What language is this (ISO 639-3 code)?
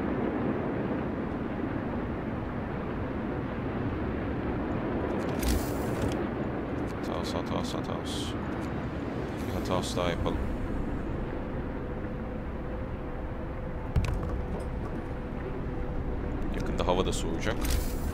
tur